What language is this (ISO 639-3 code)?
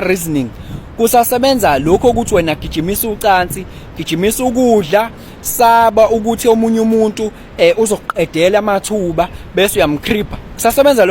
zul